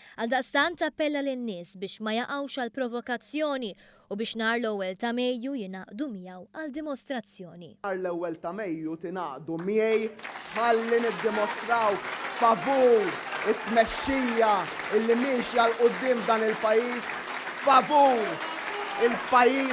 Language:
Maltese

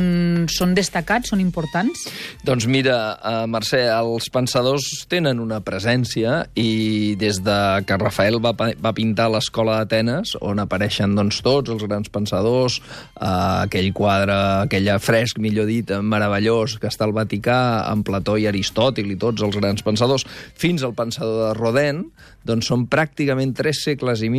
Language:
Catalan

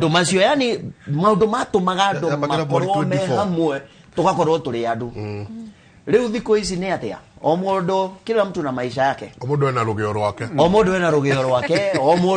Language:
Kikuyu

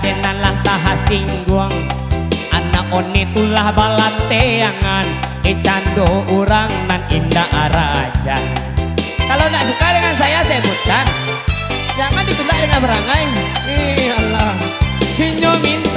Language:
Minangkabau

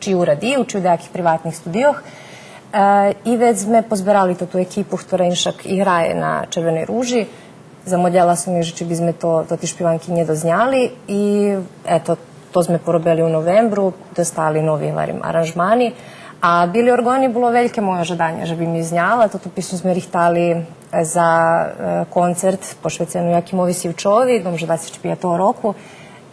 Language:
Rusyn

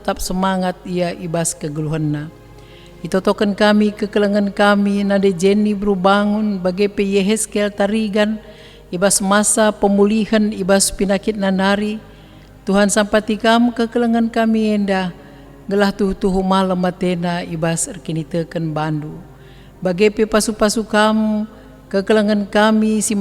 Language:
Batak Karo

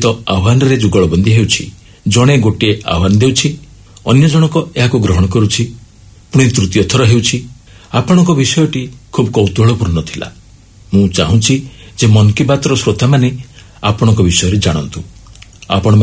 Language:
Odia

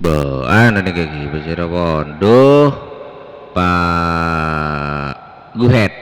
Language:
Madurese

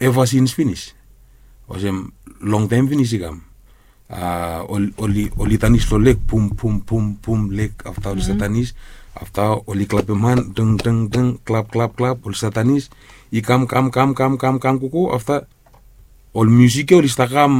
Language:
Bislama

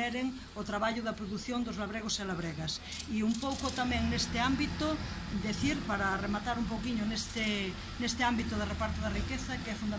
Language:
Galician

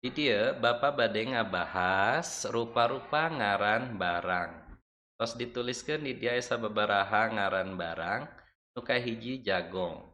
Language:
Sundanese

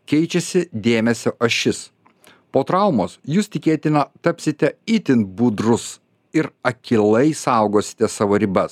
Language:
Lithuanian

